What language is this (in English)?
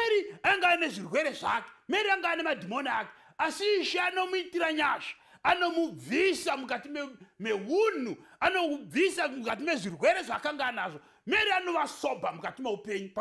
Shona